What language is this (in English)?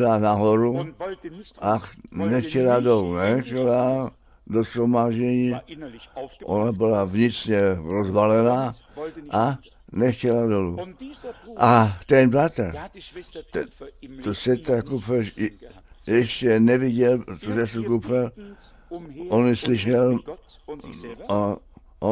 Czech